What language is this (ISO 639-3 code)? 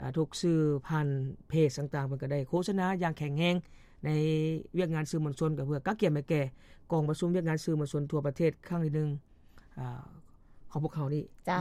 lao